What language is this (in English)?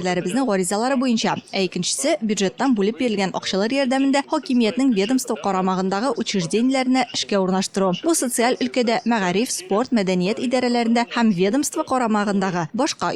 Tatar